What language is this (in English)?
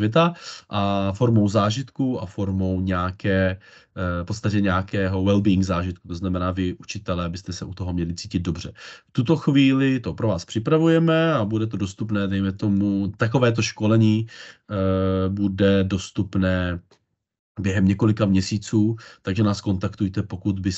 Czech